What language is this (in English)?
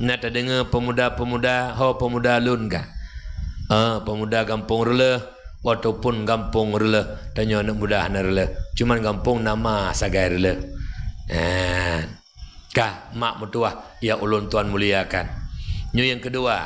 Achinese